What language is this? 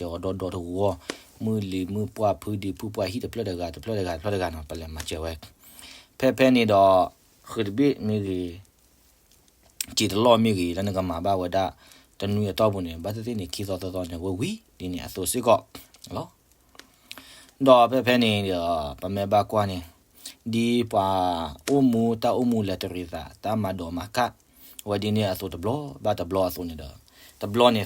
S'gaw Karen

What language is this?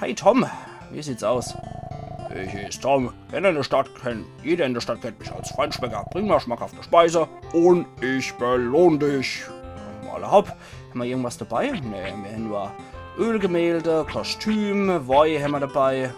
Palatine German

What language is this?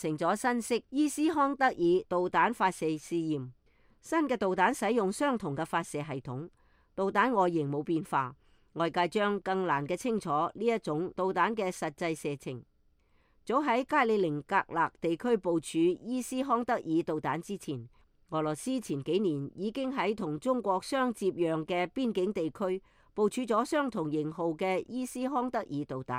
Cantonese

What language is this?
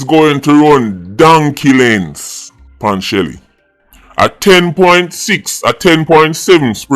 Jamaican Creole English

